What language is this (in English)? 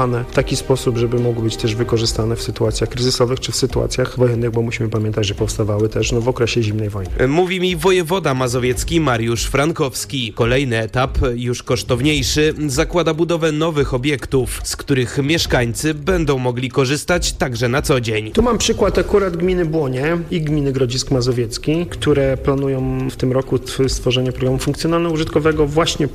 Polish